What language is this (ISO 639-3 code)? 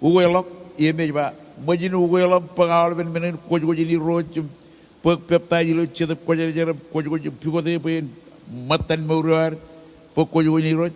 mah